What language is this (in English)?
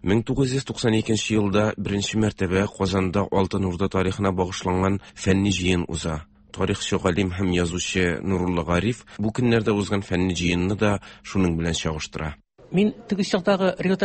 Tatar